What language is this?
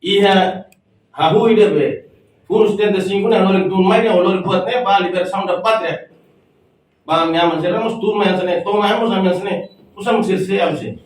Tetum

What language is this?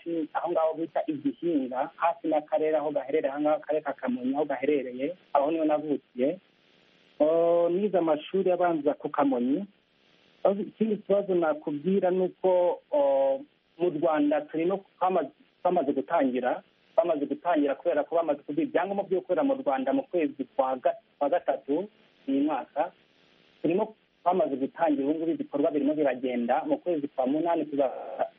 Kinyarwanda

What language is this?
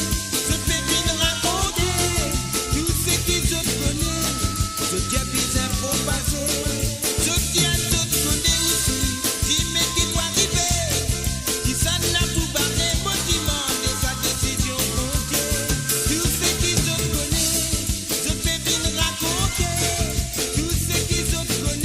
Morisyen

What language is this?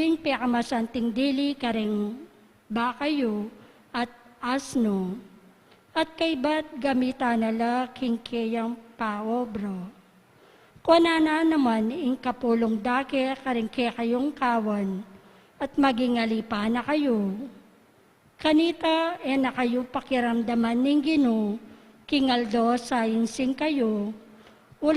Pampanga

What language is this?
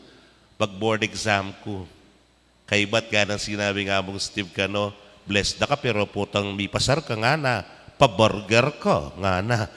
Pampanga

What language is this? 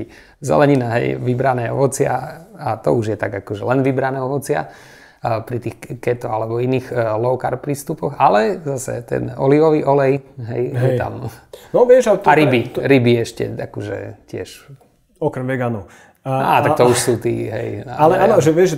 Slovak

